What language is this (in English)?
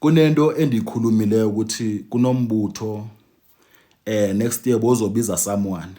Zulu